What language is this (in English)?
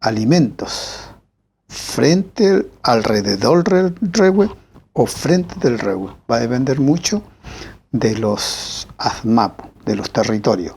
Mapuche